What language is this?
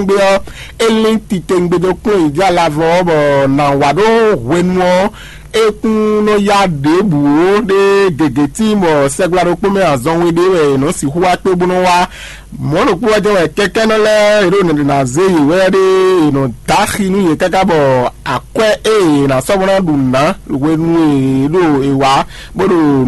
Fon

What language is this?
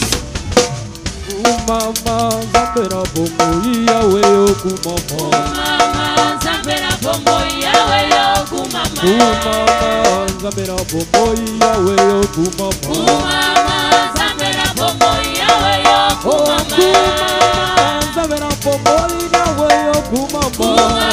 Swahili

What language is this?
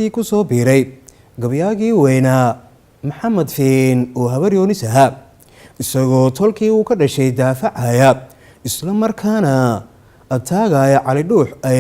Somali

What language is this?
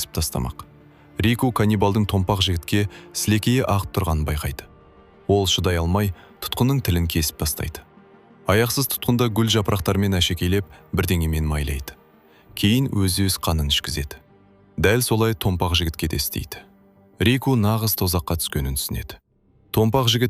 Kazakh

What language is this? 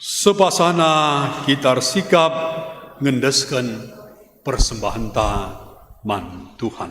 Batak Karo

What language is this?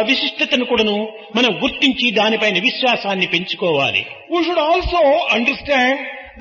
Telugu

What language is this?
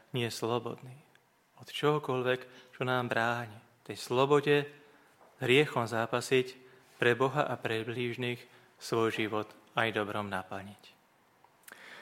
Slovak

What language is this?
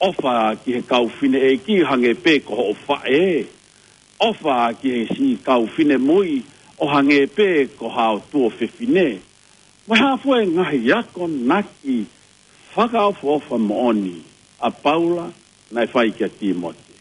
Tongan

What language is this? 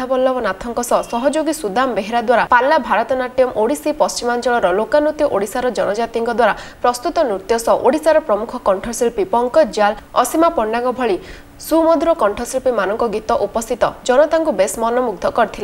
Odia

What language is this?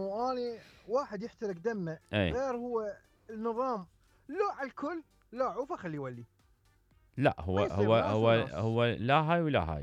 Mesopotamian Arabic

